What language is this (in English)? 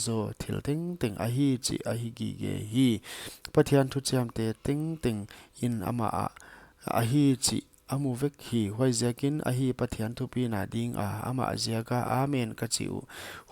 Paite Chin